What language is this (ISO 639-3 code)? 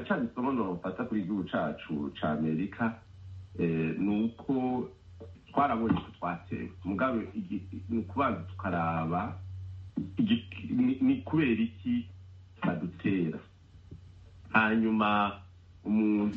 kin